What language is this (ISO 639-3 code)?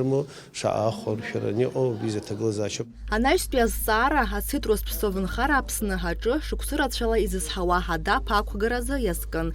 abk